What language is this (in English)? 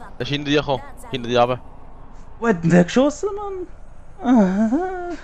Swiss German